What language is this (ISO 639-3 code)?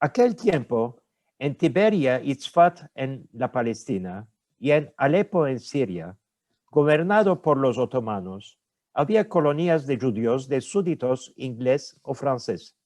lad